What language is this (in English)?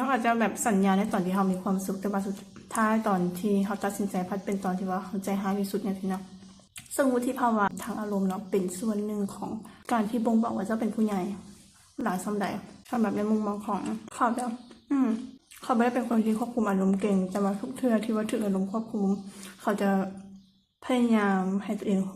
Lao